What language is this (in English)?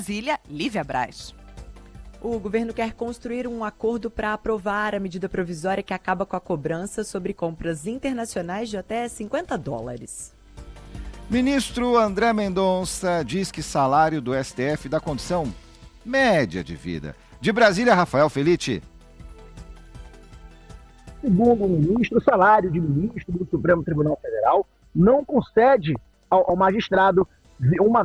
Portuguese